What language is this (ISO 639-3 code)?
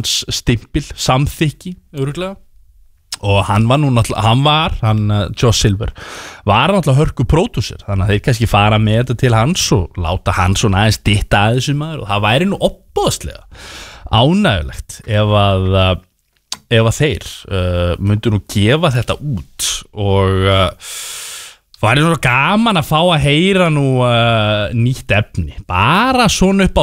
isl